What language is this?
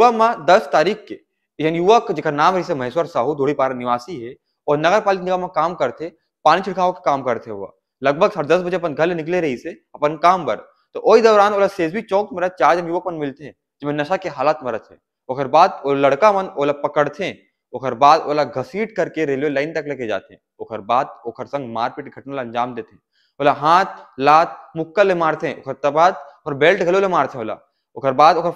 Chhattisgarhi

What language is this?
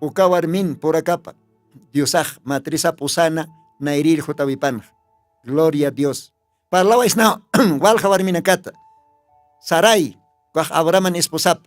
Aymara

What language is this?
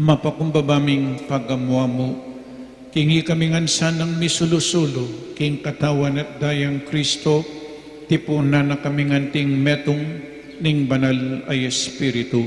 Pampanga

